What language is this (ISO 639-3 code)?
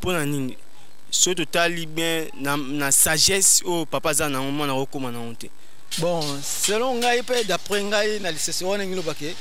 lin